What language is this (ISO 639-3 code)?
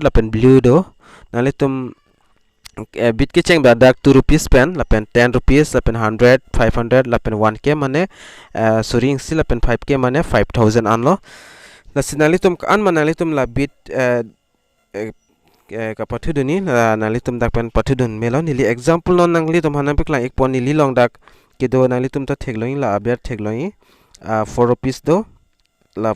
mjw